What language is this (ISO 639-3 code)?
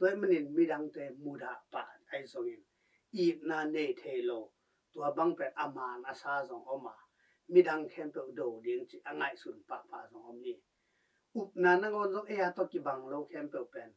ctd